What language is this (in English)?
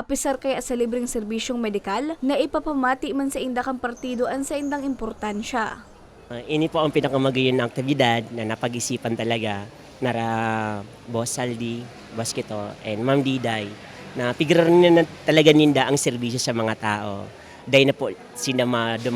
Bikol